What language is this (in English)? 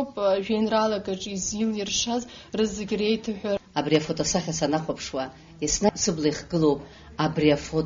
Abkhazian